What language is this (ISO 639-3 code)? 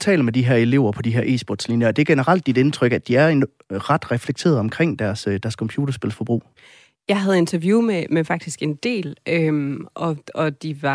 dan